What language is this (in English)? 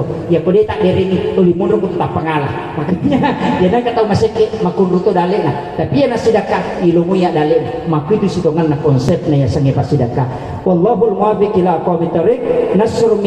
Buginese